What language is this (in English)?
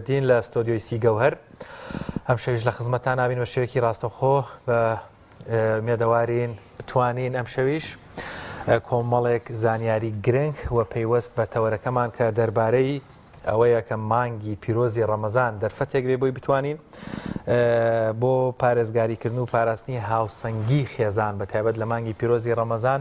Central Kurdish